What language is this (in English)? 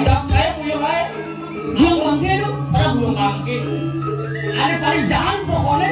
Balinese